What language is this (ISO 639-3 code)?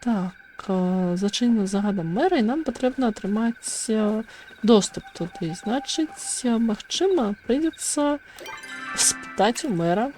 bel